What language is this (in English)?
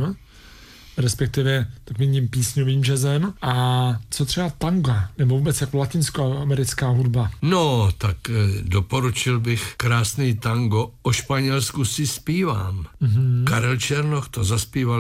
Czech